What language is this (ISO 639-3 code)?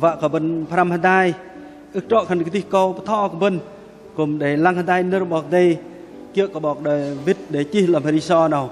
bdq